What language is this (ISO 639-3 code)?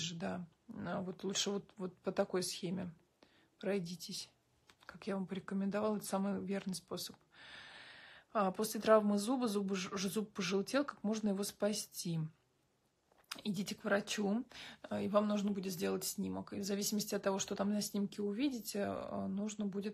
rus